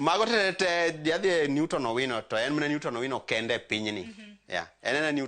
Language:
Luo (Kenya and Tanzania)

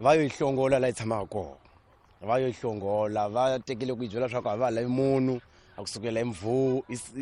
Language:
Tsonga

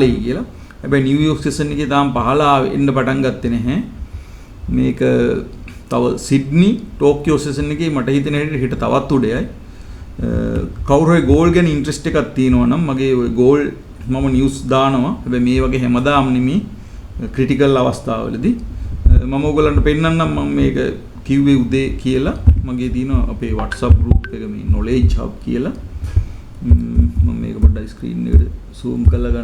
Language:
Sinhala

